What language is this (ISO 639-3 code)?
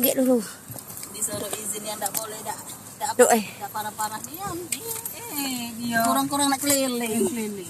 mui